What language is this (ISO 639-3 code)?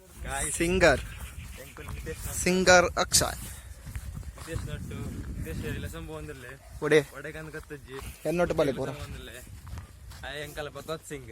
tcy